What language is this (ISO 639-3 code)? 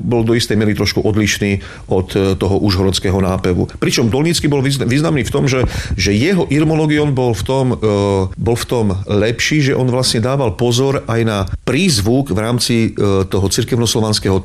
slk